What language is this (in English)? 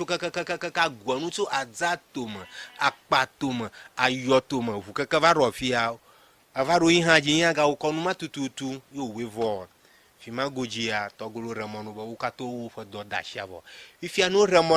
Ewe